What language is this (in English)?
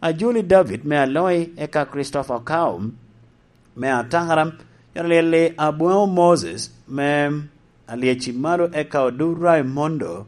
Lango (Uganda)